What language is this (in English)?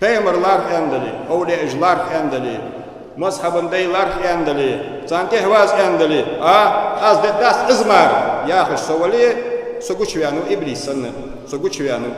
Ingush